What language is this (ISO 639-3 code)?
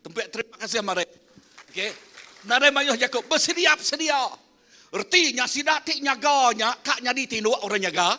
iba